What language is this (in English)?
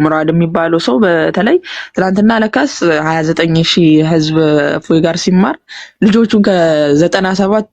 Amharic